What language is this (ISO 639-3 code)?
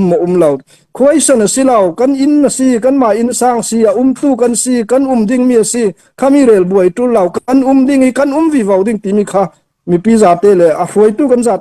cfm